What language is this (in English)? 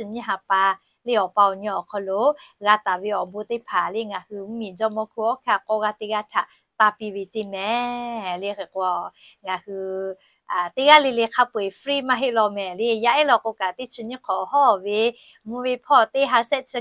Lahu